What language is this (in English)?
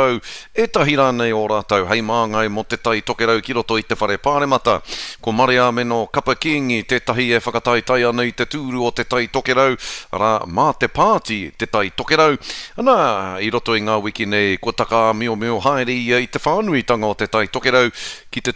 Māori